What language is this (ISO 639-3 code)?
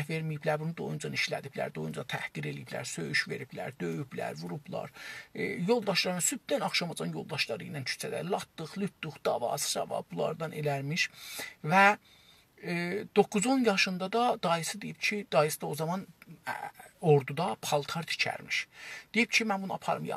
azb